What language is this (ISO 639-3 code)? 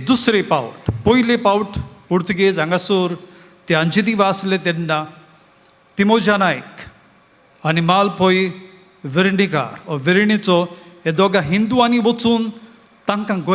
kok